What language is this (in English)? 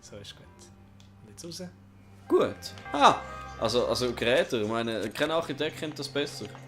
Swiss German